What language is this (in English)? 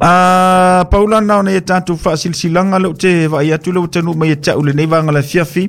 Samoan